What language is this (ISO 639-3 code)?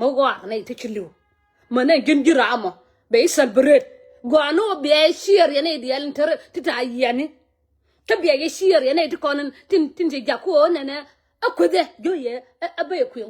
nus